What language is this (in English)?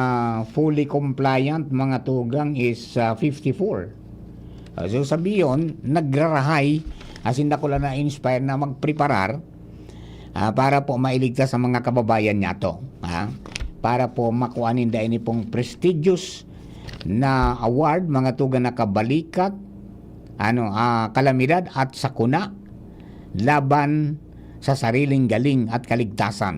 Bikol